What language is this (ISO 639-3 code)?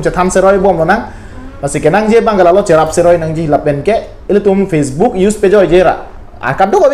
mjw